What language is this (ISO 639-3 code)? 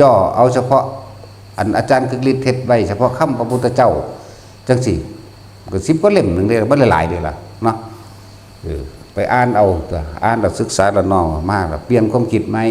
tts